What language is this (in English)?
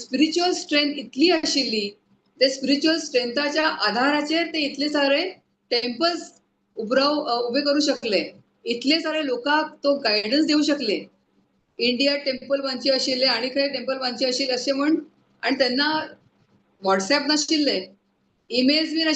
Konkani